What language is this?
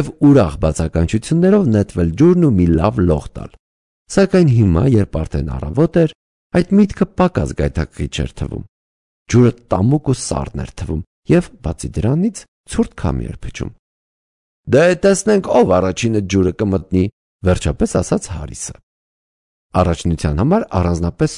Armenian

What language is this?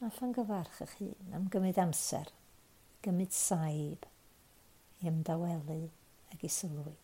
Welsh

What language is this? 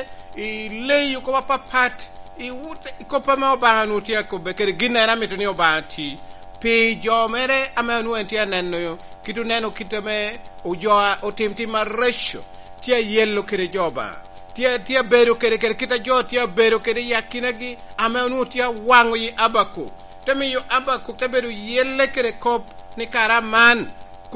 Lango (Uganda)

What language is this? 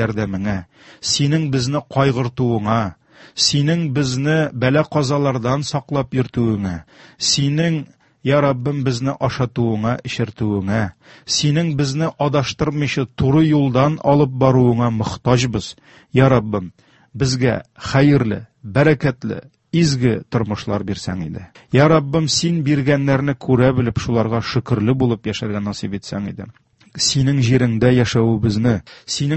Tatar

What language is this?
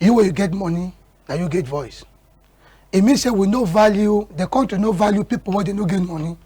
Cameroon Pidgin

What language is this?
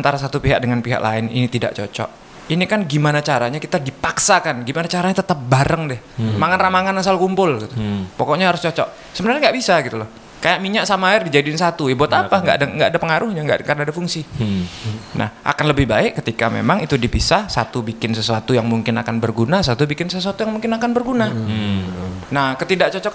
Indonesian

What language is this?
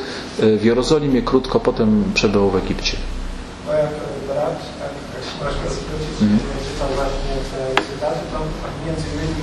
Polish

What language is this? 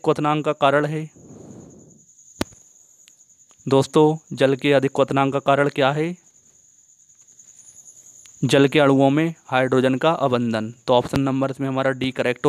Hindi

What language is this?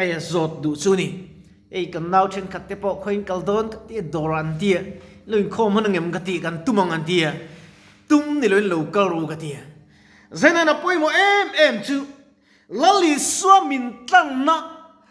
Mizo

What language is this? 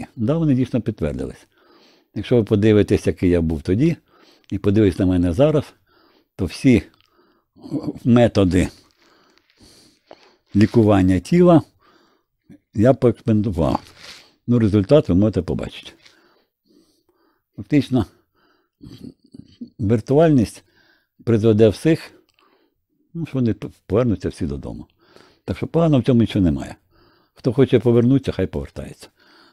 Ukrainian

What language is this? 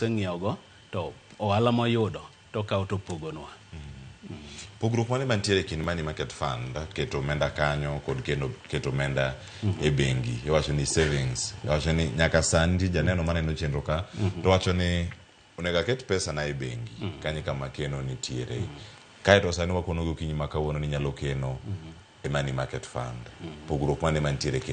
Luo (Kenya and Tanzania)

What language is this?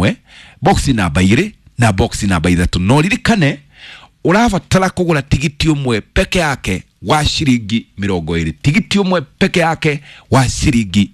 Kikuyu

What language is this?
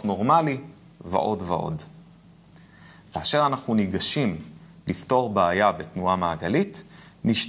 Hebrew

